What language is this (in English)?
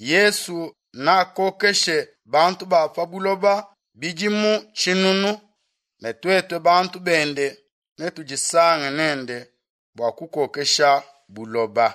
Luba-Lulua